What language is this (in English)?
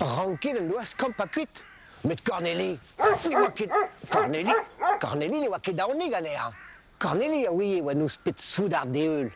Breton